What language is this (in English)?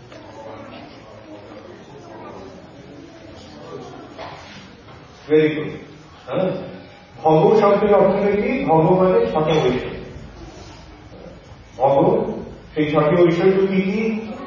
Bangla